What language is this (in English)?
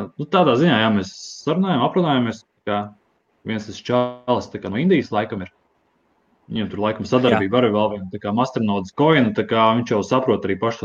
Latvian